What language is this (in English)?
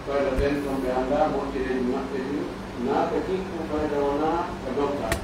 Pular